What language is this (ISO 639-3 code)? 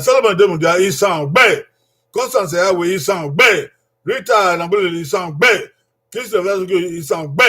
bin